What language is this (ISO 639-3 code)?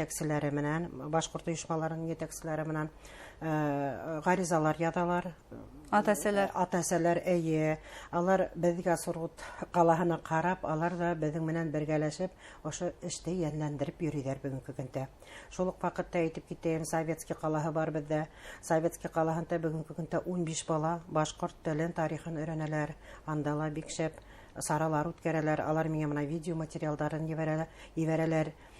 bak